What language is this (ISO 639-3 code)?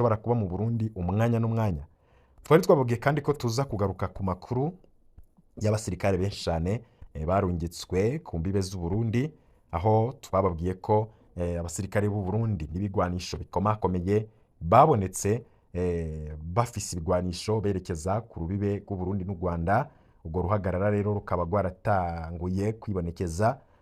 run